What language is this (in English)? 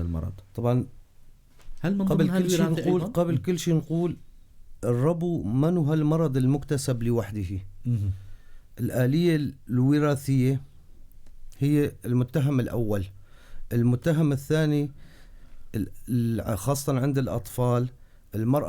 North Levantine Arabic